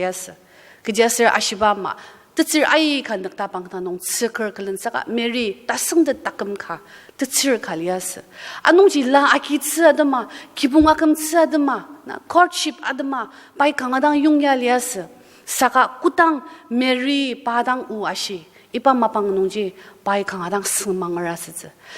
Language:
Ao Naga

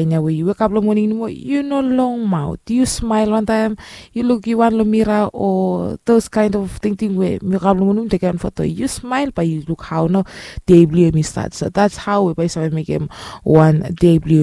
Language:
Bislama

